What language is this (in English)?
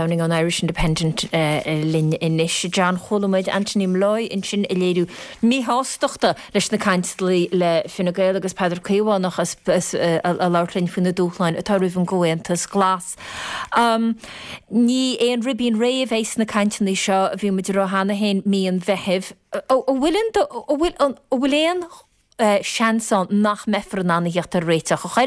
Irish